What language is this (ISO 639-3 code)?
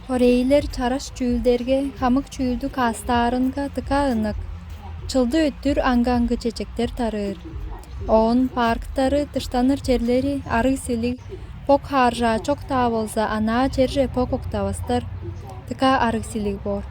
tyv